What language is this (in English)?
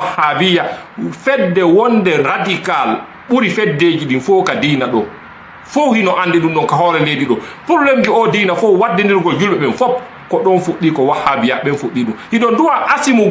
Fula